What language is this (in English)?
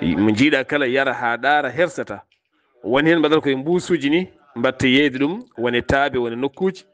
Fula